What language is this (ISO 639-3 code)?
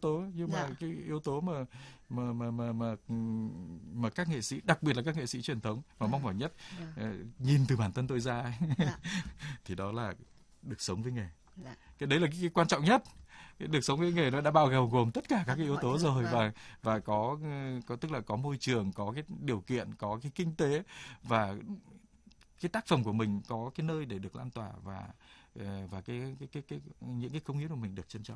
vie